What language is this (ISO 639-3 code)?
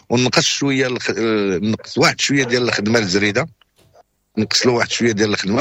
ary